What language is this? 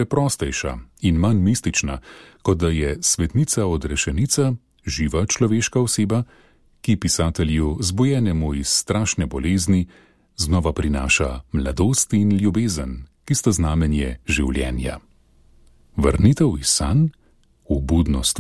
Slovenian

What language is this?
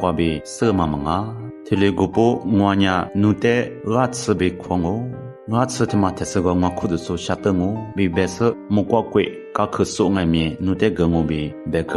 Lisu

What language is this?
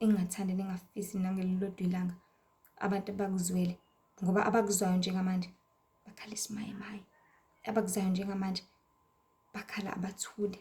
Zulu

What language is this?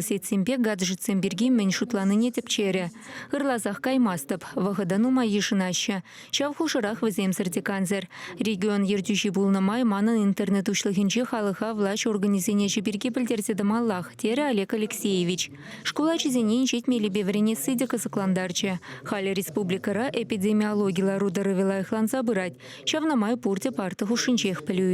Chuvash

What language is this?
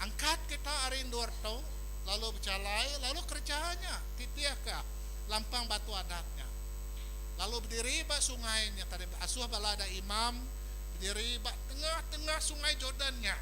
Iban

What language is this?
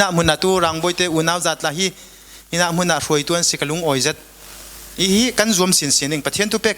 Falam Chin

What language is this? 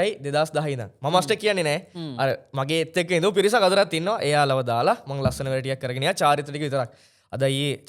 Sinhala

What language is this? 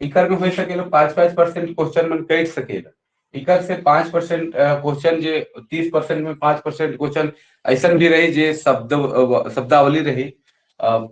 Sadri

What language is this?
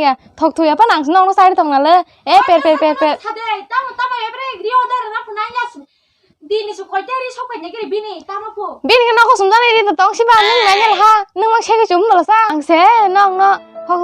Kok Borok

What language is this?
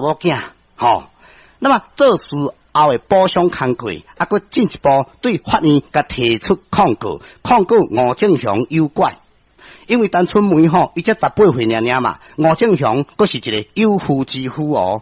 Min Nan Chinese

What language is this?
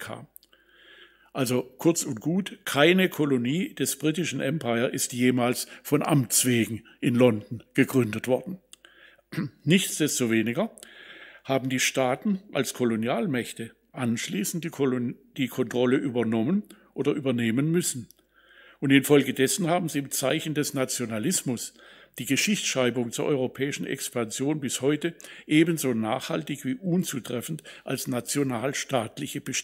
German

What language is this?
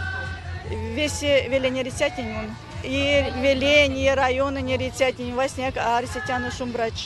Erzya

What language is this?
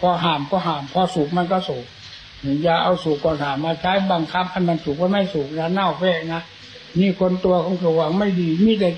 Thai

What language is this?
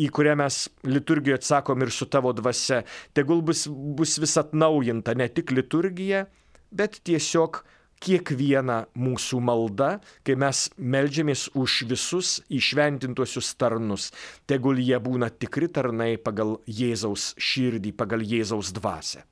Lithuanian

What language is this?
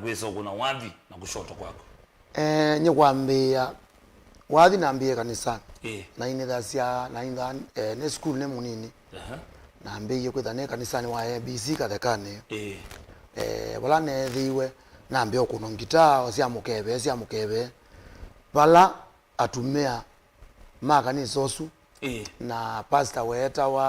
Kamba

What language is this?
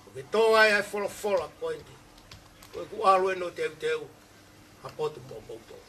Tongan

